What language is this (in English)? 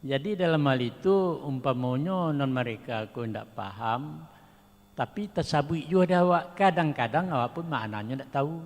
Minangkabau